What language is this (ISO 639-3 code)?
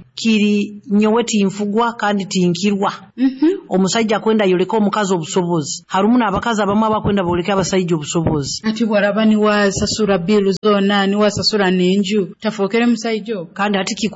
nyo